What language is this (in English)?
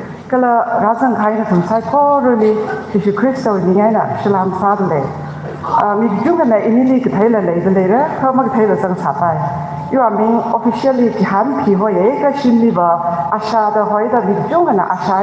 Tangkhul Naga (India)